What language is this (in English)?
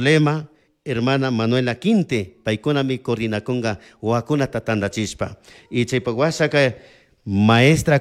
Chimborazo Highland Quichua